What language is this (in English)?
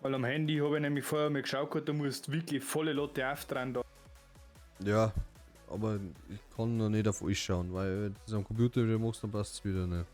Bavarian